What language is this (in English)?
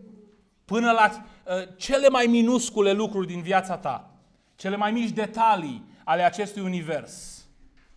Romanian